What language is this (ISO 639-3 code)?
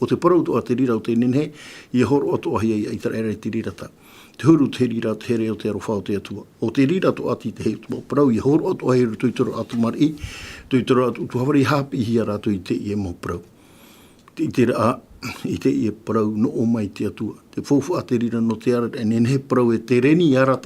tah